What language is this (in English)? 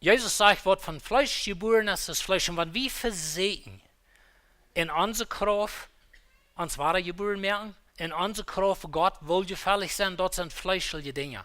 Plautdietsch